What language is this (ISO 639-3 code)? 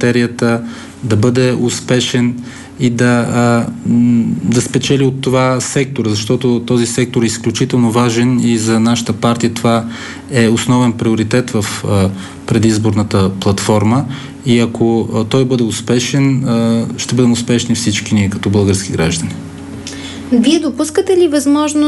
bul